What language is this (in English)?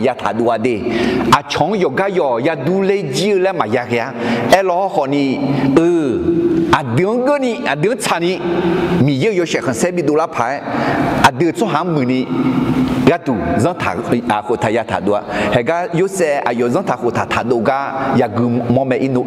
Akha